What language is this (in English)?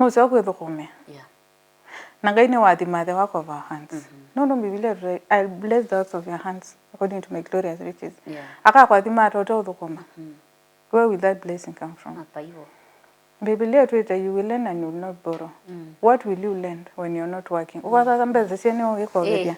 Kamba